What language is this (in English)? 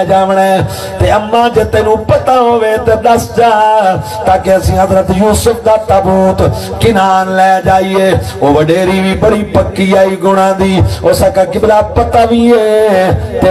Saraiki